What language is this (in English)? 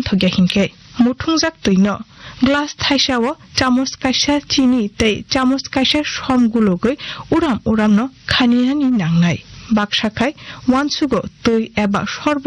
Kok Borok